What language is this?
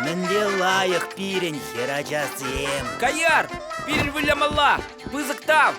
Chuvash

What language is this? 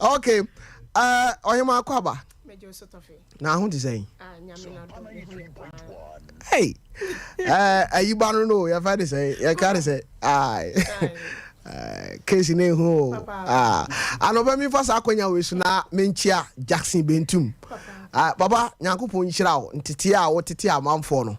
Akan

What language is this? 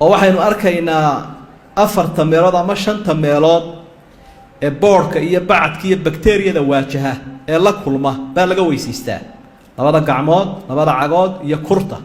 Somali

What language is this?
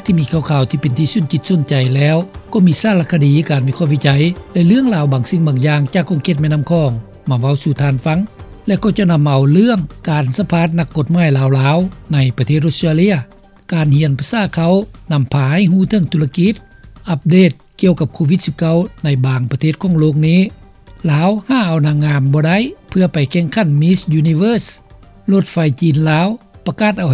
Lao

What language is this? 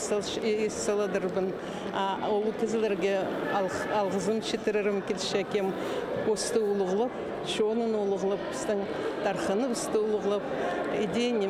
Khakas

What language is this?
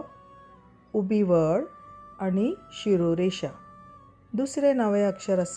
Konkani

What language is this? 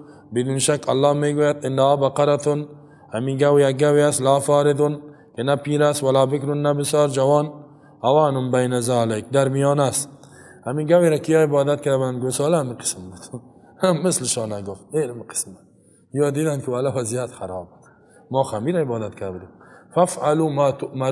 Persian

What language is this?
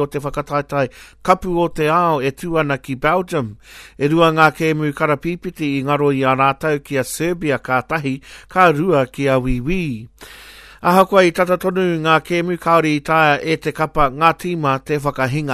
Māori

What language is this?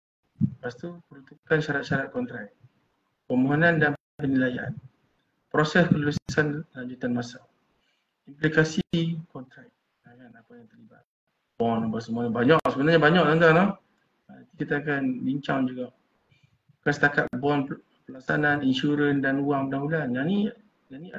Malay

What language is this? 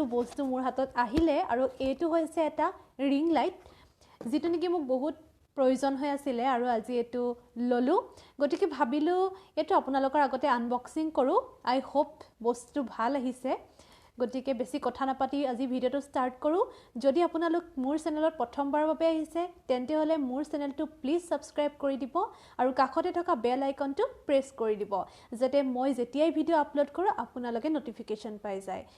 Assamese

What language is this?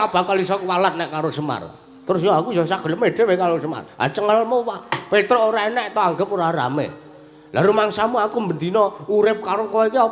Javanese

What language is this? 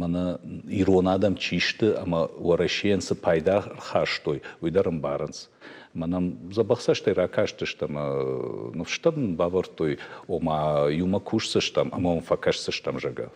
Ossetic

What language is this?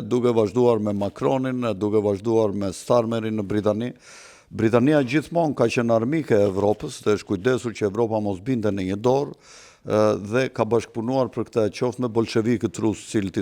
Albanian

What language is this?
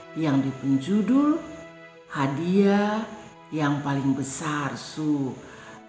Kupang Malay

